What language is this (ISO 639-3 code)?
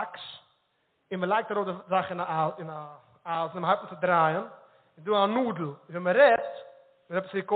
yid